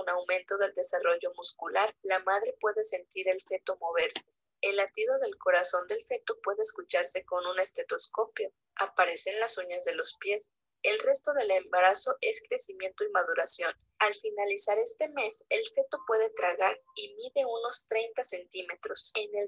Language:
Spanish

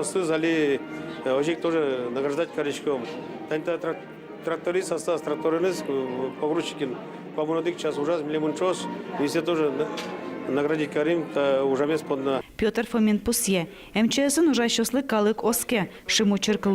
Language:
Udmurt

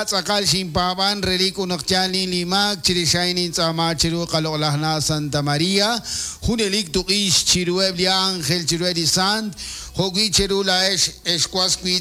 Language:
Kekchí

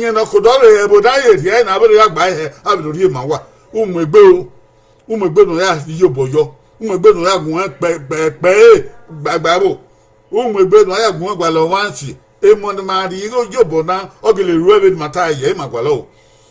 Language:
Bini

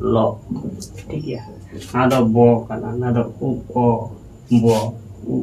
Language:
Santali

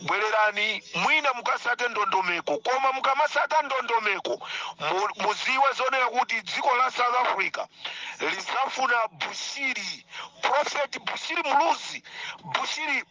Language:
Nyanja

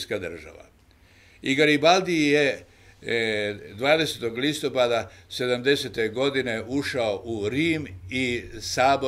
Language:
Croatian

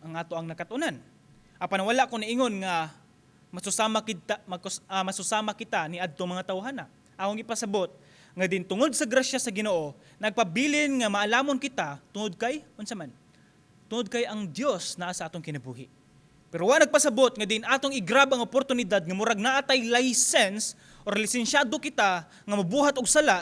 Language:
Cebuano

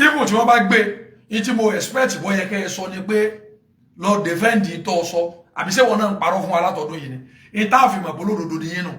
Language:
Yoruba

